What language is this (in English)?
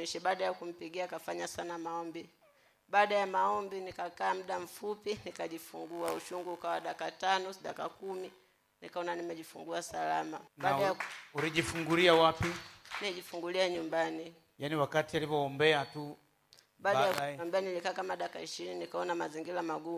Swahili